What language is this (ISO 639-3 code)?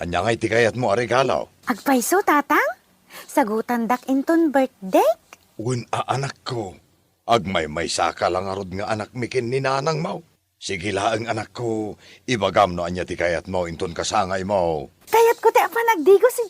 ilo